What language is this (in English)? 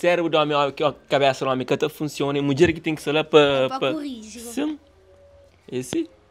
Kabuverdianu